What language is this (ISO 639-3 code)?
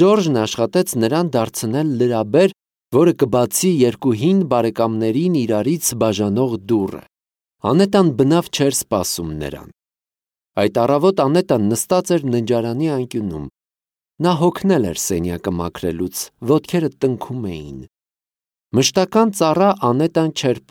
hye